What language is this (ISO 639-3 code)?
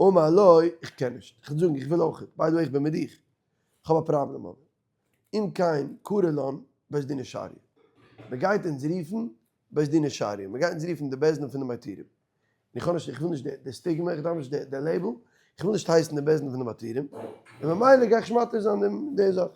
yid